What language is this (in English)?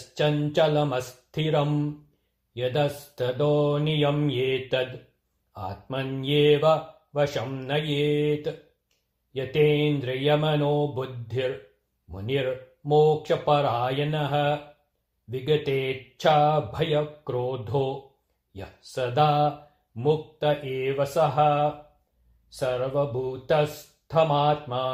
Sanskrit